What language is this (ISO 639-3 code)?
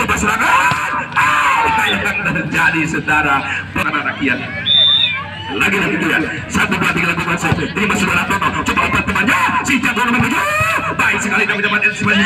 ind